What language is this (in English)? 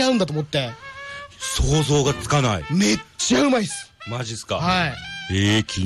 Japanese